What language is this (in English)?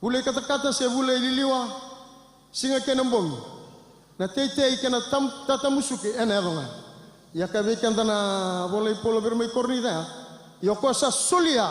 Fijian